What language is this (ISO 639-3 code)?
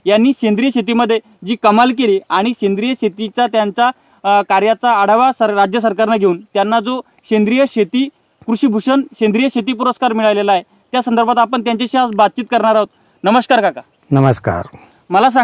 mar